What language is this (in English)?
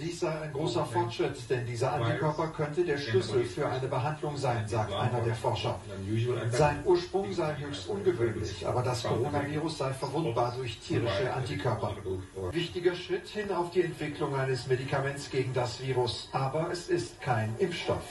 Swiss German